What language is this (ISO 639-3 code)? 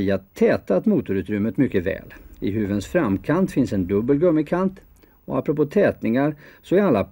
swe